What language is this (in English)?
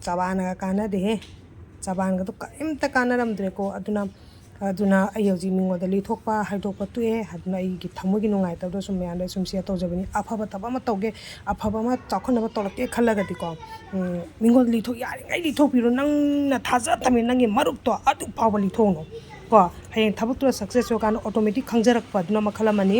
Manipuri